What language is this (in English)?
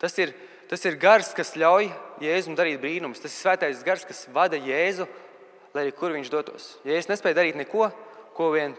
Latvian